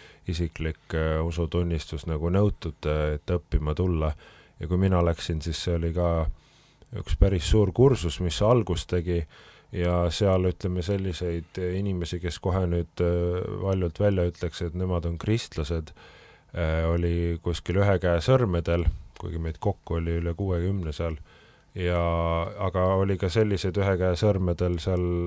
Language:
Estonian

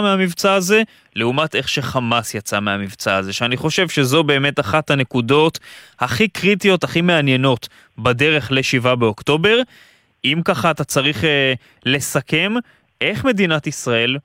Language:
Hebrew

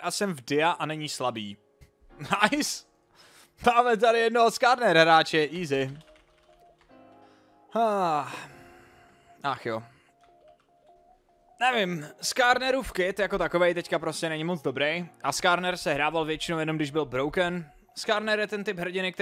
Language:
Czech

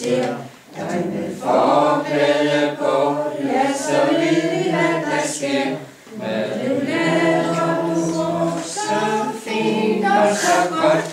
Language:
Danish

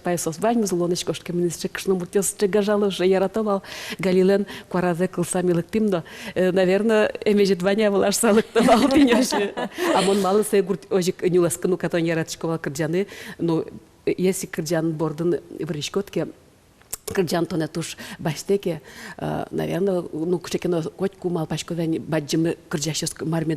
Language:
Udmurt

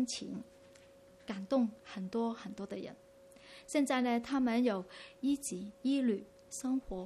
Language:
Chinese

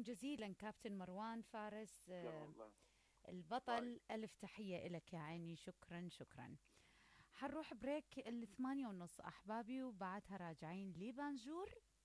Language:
Mesopotamian Arabic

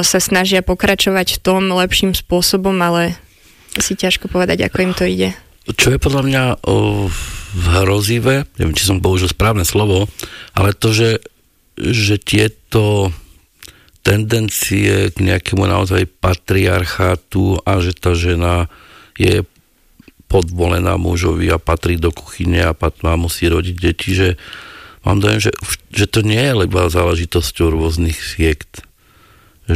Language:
Slovak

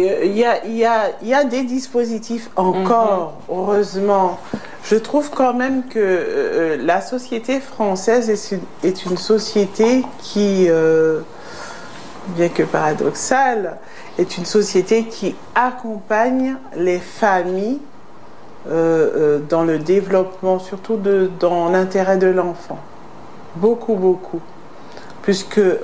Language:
French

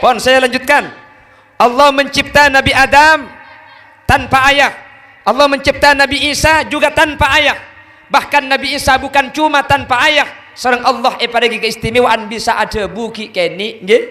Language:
Madurese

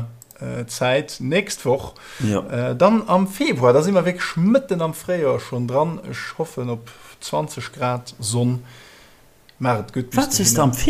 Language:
Luxembourgish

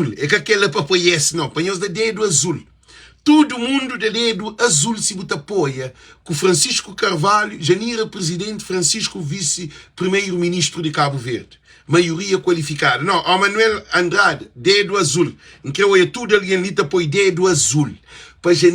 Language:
Kabuverdianu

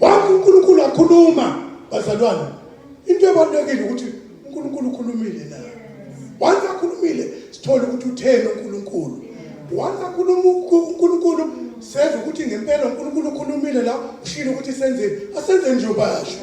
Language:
Zulu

